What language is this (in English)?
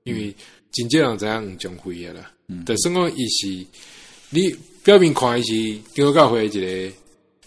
Min Nan Chinese